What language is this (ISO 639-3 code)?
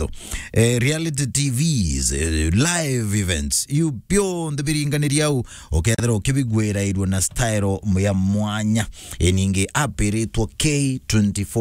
mer